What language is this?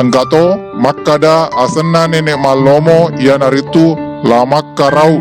Buginese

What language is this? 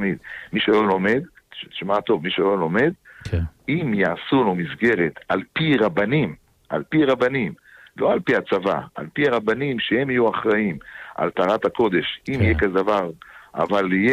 Hebrew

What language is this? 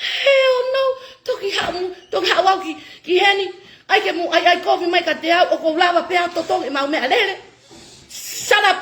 Tongan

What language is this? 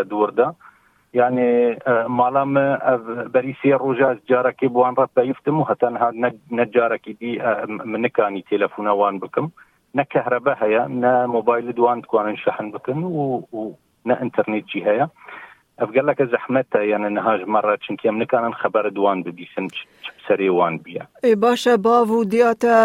Kurdish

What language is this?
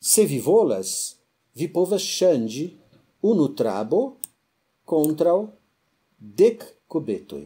Esperanto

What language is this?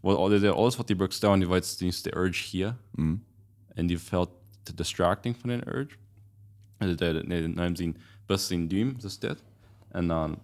Plautdietsch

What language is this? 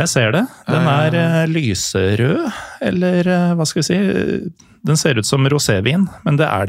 Norwegian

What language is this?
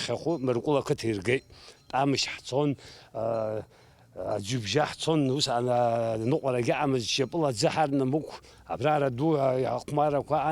Abkhazian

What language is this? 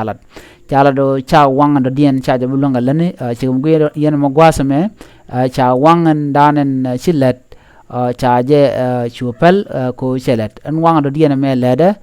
Nuer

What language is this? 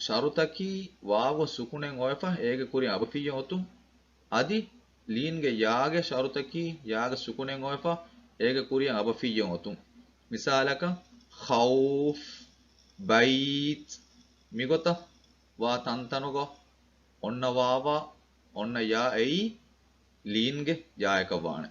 Divehi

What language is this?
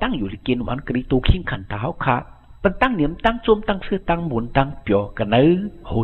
Shan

